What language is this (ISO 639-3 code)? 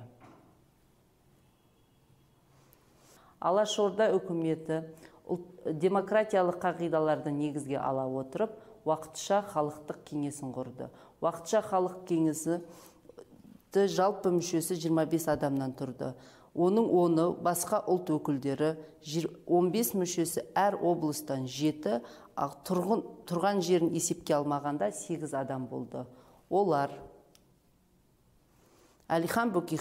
kaz